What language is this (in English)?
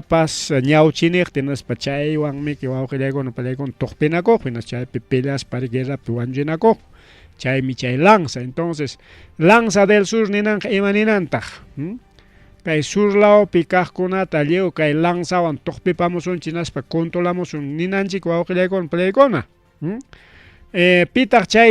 Ayacucho Quechua